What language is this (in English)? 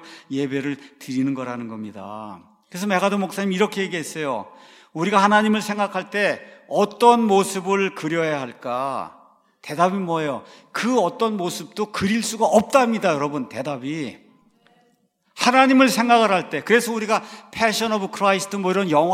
Korean